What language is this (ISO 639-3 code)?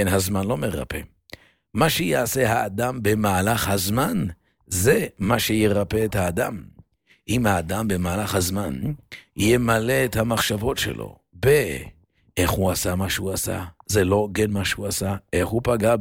heb